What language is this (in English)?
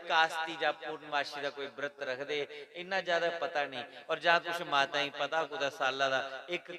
Dogri